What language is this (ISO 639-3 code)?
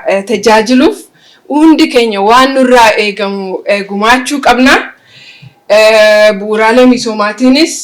orm